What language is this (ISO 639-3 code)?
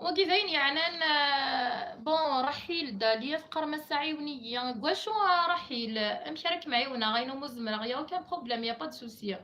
kab